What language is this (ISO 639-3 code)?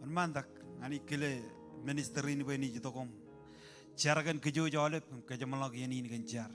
mah